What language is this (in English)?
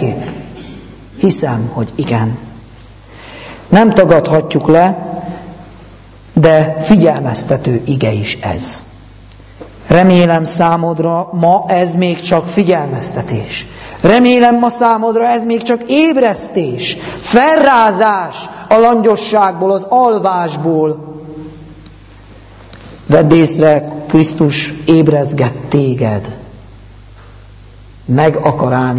Hungarian